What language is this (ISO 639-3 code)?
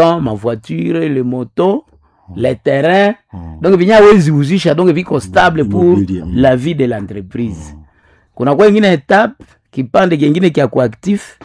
swa